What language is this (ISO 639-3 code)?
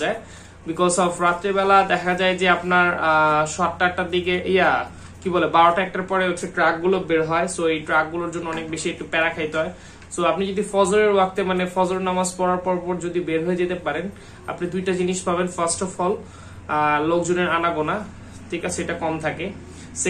ben